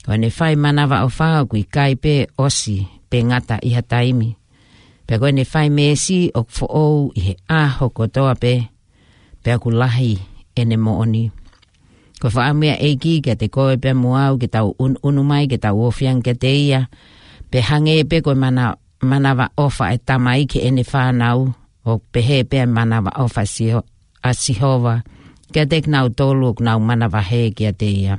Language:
Tongan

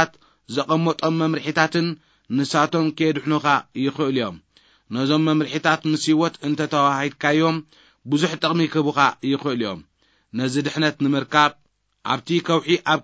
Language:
Tigrinya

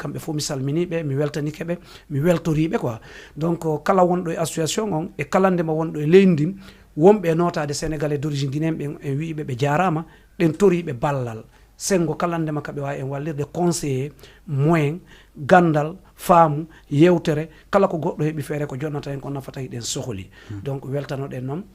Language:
Fula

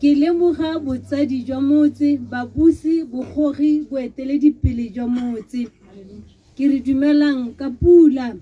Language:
Tswana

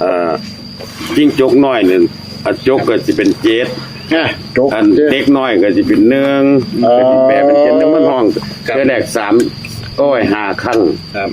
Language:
Northeastern Thai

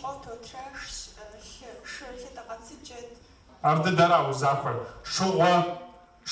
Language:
Kabardian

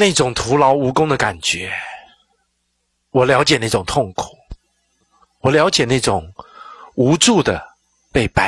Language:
Chinese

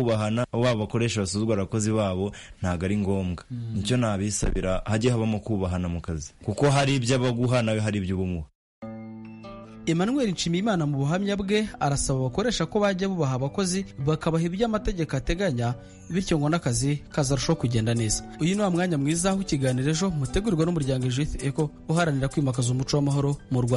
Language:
Kinyarwanda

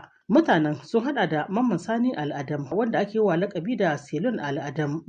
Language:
Hausa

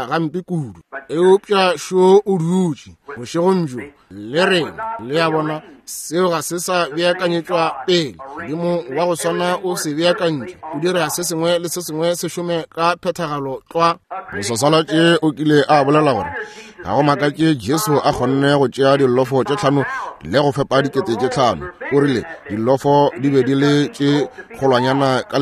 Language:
Northern Sotho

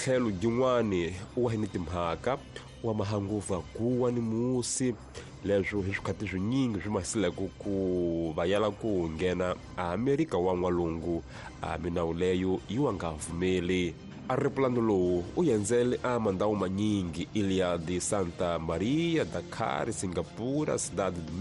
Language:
Tsonga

